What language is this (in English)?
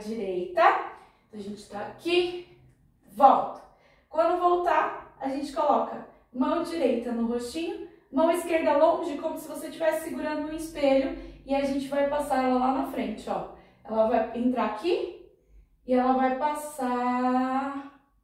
Portuguese